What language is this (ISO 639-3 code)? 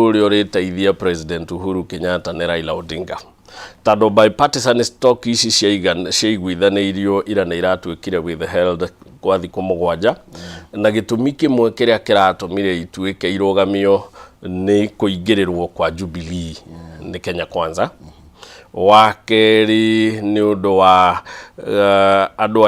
kik